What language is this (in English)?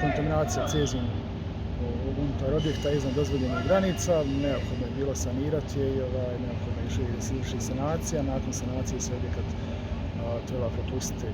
Bosnian